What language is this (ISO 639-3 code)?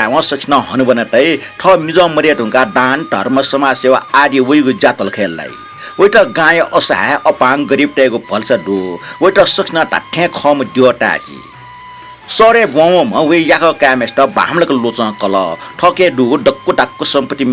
new